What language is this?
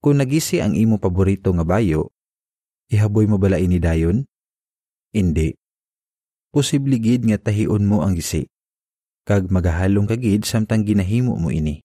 Hiligaynon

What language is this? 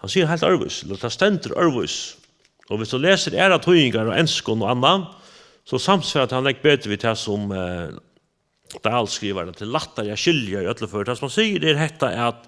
Faroese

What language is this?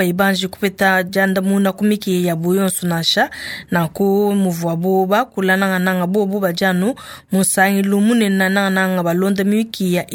Luba-Lulua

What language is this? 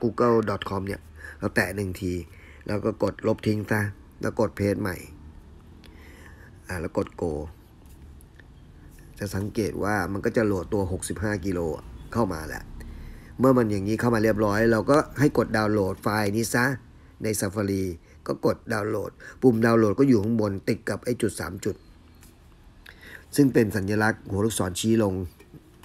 Thai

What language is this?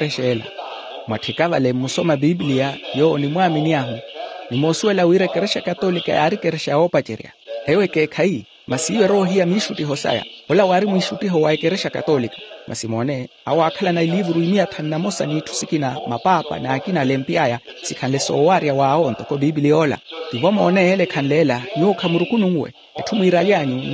Makhuwa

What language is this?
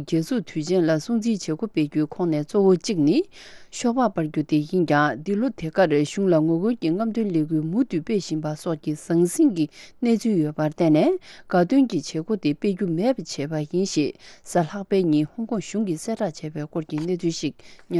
Tibetan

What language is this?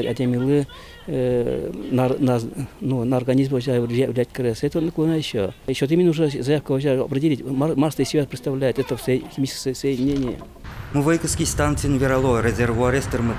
Udmurt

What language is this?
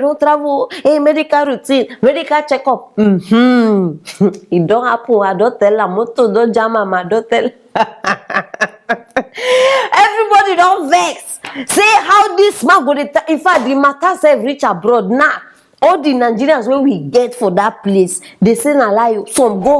Nigerian Pidgin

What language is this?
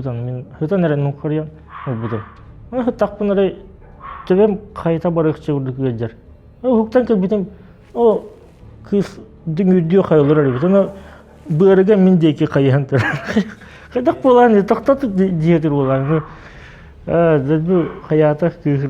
Yakut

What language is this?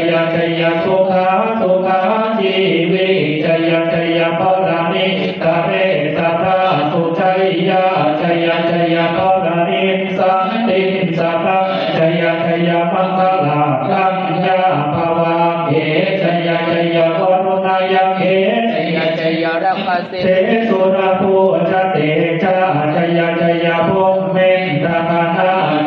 Pali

